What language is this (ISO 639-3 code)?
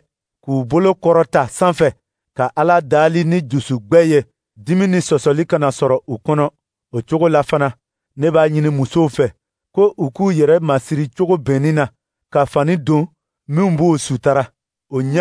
dyu